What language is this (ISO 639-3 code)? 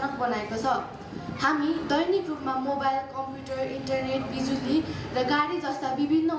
nep